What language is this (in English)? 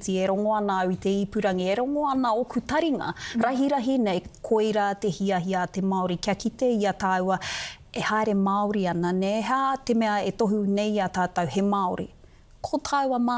Māori